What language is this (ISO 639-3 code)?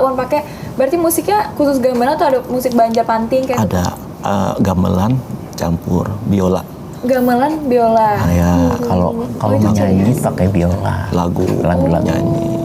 bjn